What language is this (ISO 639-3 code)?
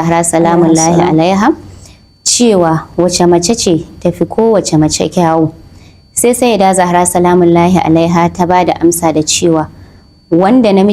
hau